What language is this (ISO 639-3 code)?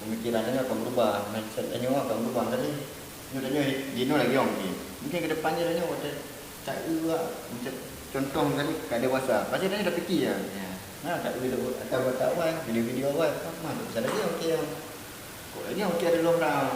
ace